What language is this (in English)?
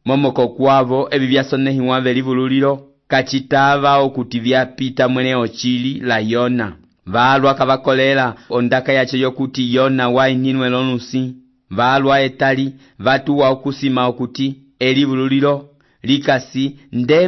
Umbundu